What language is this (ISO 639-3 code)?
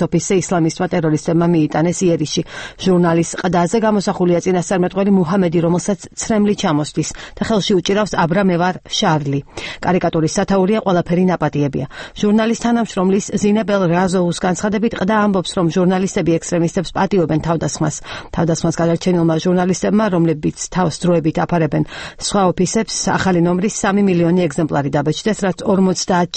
kat